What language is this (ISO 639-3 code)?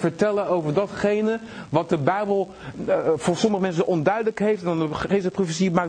nld